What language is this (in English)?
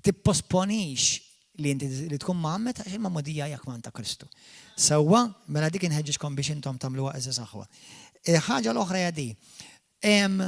Maltese